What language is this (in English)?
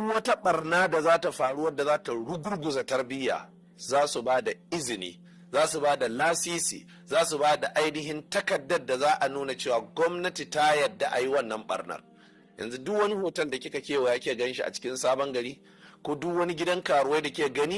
Hausa